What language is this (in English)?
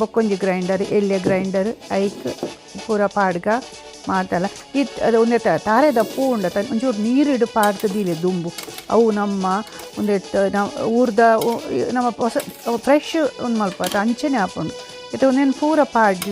Tulu